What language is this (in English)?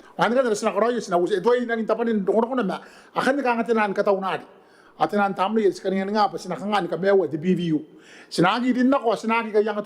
Gilbertese